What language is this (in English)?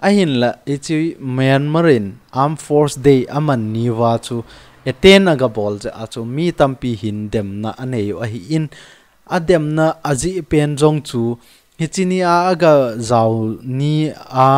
Thado Chin